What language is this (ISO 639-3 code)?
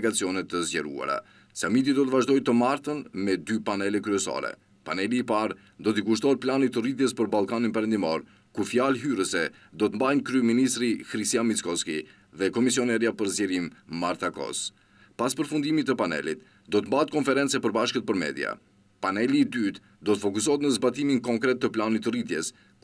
sqi